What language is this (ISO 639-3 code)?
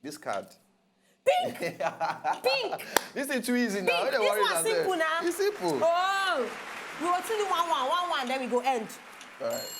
pcm